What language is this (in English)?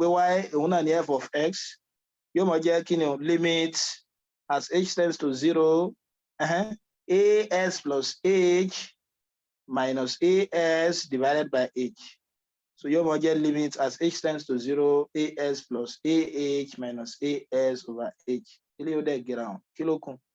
Yoruba